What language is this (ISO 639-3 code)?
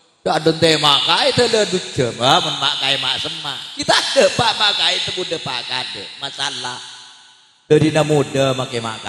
mad